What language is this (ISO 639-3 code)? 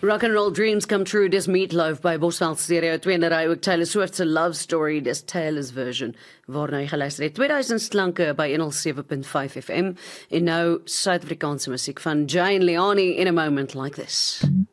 afr